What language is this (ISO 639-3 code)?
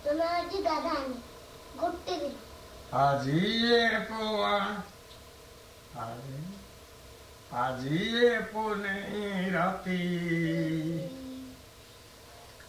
ori